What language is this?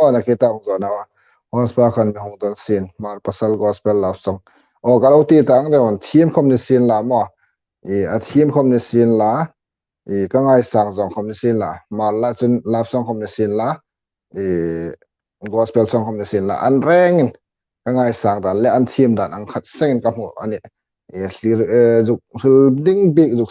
Hmar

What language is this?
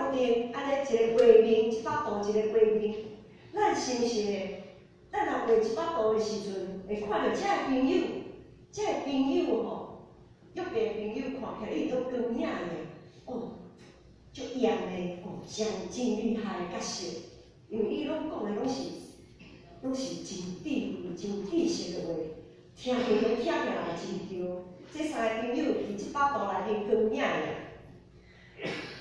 Min Nan Chinese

